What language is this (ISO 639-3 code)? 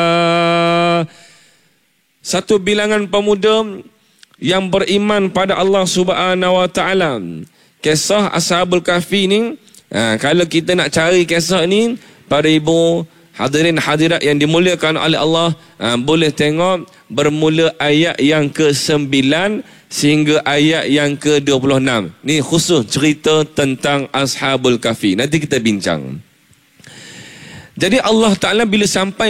msa